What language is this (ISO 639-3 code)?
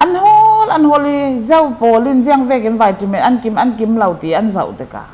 cfm